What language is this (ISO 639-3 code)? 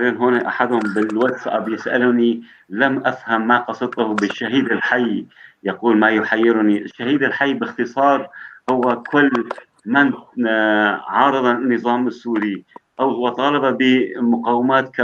apc